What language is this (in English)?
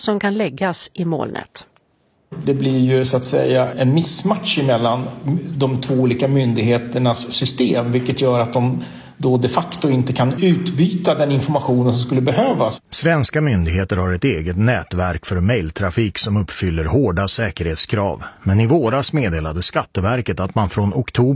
Swedish